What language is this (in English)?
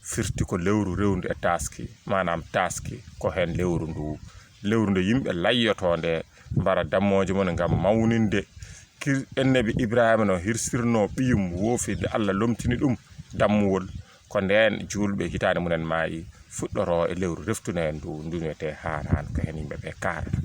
Fula